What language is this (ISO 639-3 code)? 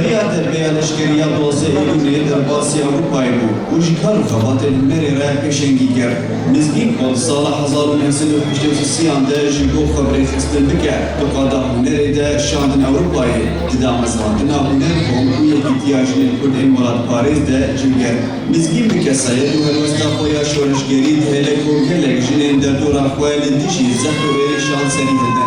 kur